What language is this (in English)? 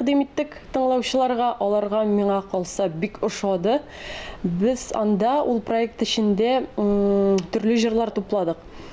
Tatar